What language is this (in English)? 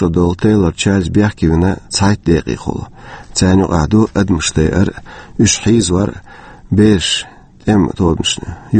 Chechen